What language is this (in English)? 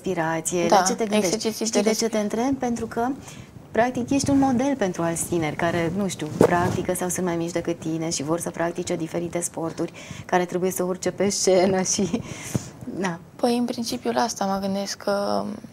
Romanian